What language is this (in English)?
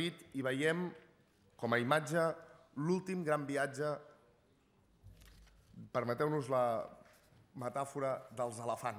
Catalan